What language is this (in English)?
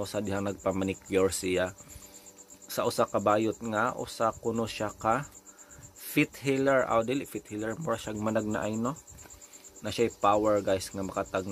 Cebuano